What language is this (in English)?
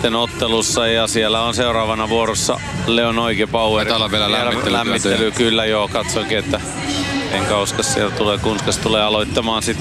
Finnish